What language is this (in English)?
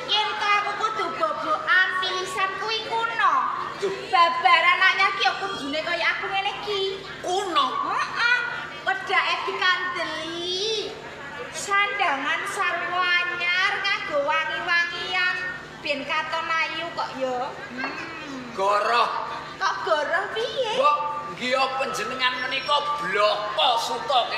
Javanese